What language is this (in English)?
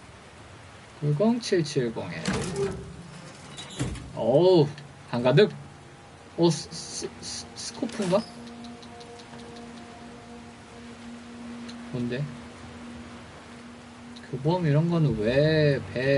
Korean